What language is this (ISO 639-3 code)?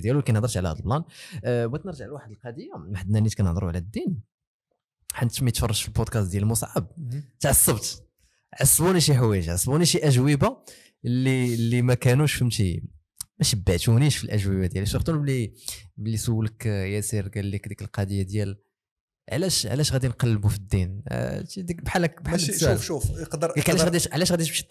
ary